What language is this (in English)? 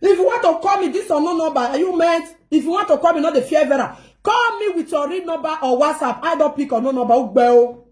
Nigerian Pidgin